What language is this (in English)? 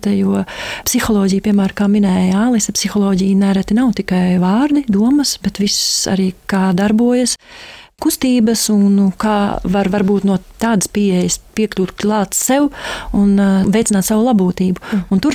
Latvian